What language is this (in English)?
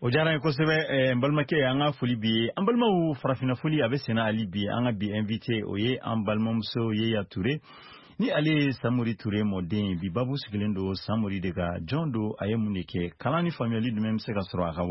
Bambara